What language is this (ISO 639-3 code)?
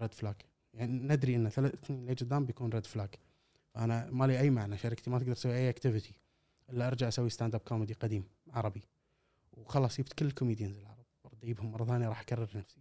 afb